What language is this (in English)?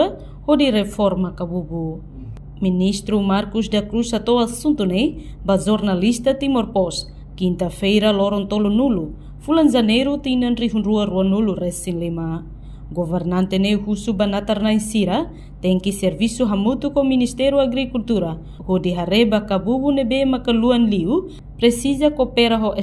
Tetum